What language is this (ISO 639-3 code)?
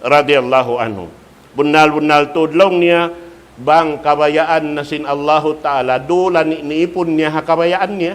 tsg